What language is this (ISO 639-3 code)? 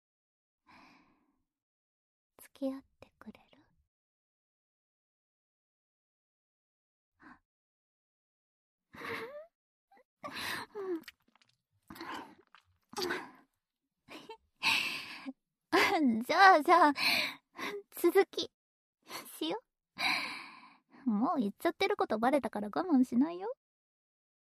jpn